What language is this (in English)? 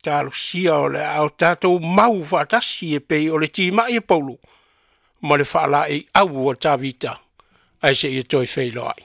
Samoan